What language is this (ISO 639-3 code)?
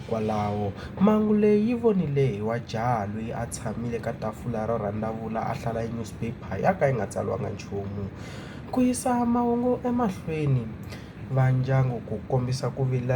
tso